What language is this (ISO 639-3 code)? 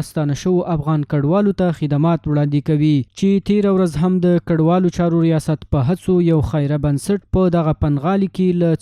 pus